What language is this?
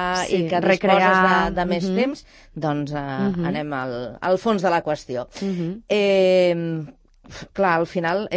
Catalan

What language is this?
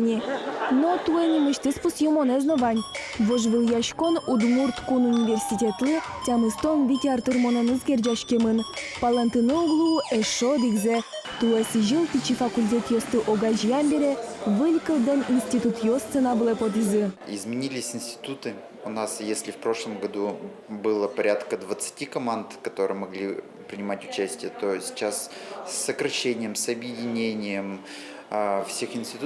Udmurt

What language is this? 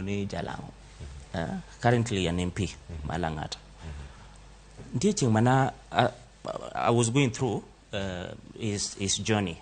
Luo (Kenya and Tanzania)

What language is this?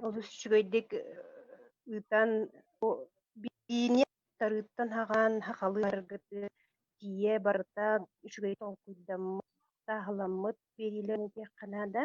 Yakut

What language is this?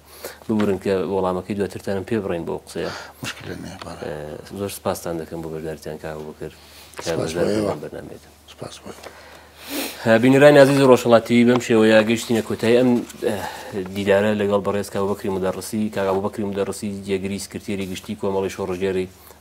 Central Kurdish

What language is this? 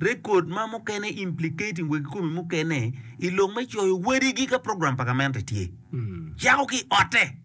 Acoli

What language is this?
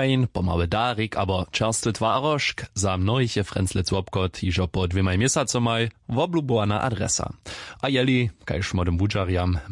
Upper Sorbian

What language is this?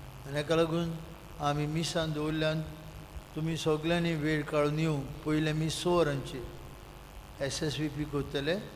Konkani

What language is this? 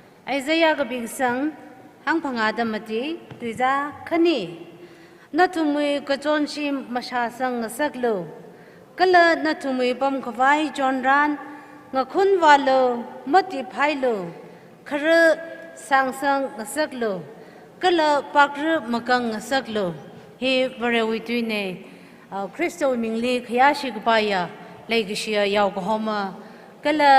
Tangkhul Naga (India)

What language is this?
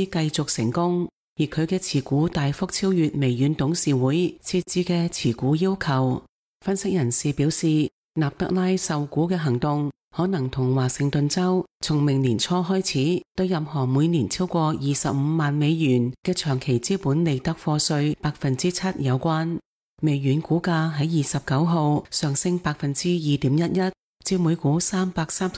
Cantonese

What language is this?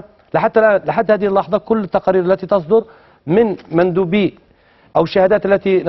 Egyptian Arabic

